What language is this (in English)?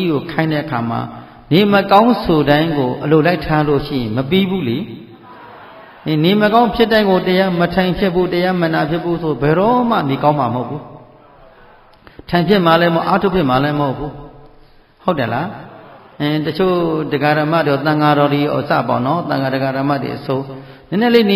Burmese